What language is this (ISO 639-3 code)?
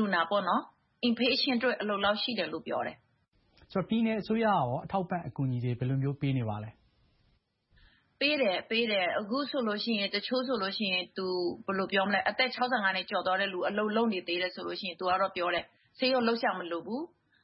mya